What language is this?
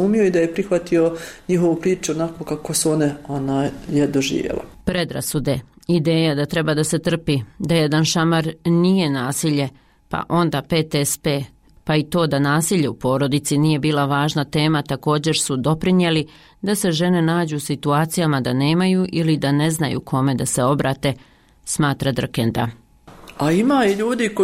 Bosnian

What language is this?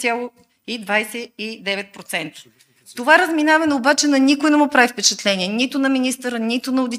Bulgarian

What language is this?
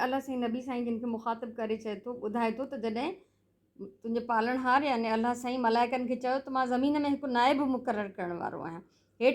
Sindhi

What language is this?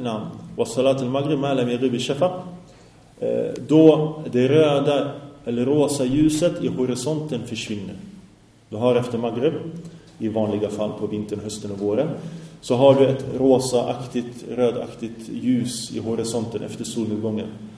Swedish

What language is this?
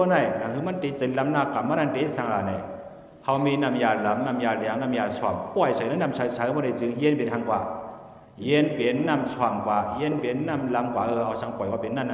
Shan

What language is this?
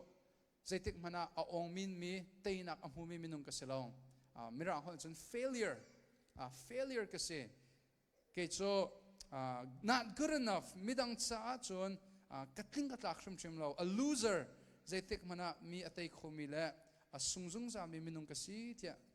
Hakha Chin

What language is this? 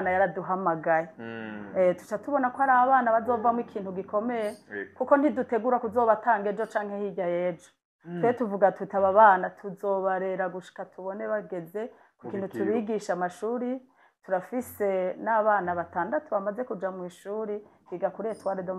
Rundi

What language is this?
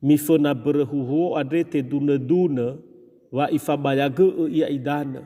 Nias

